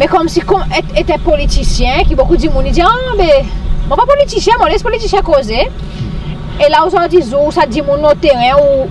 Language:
Seselwa Creole French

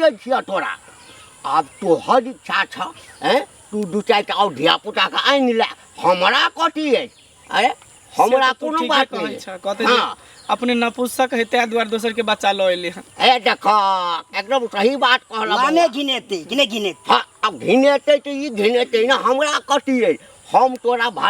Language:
Maithili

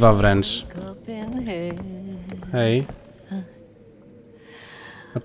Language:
Polish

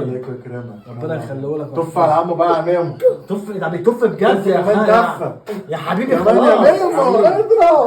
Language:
Egyptian Arabic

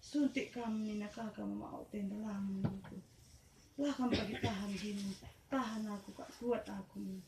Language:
Batak Karo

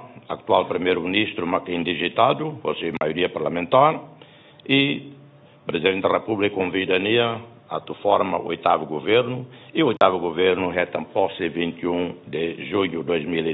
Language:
Tetum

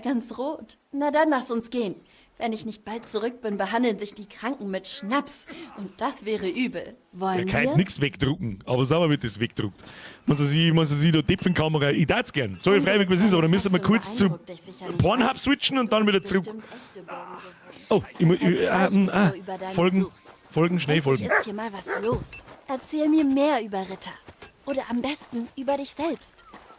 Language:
Bavarian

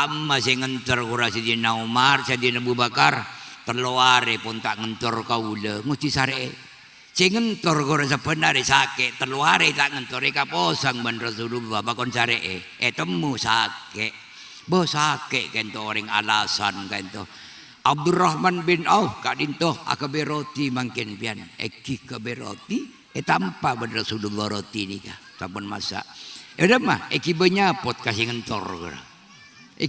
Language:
Madurese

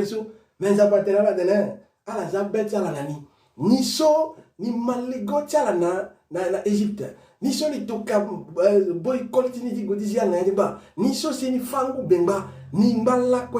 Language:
Sango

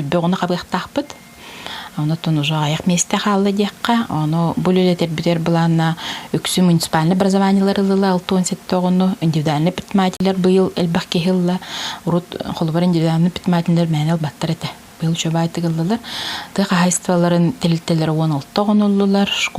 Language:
Yakut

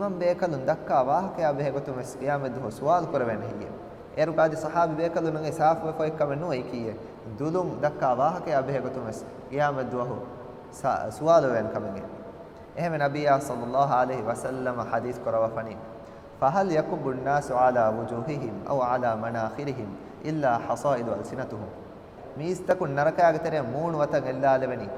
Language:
Divehi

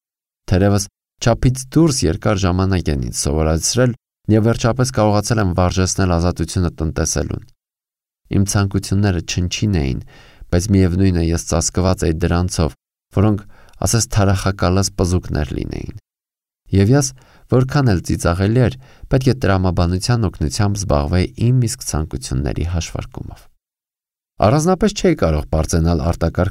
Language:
Armenian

